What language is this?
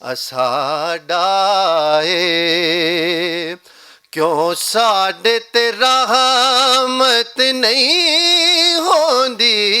Western Panjabi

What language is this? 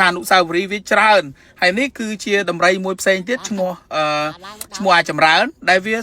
Khmer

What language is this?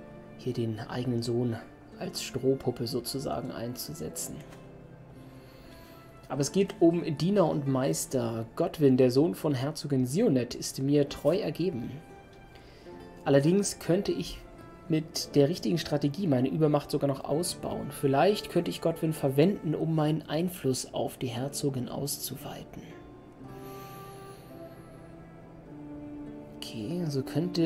German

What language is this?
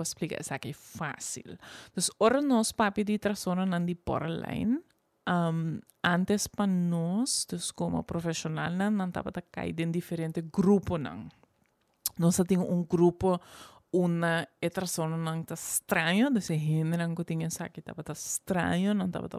Papiamento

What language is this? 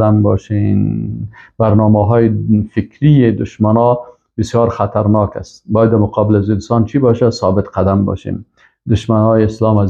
Persian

